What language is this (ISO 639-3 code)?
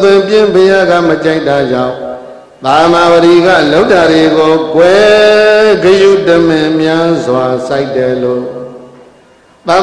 mya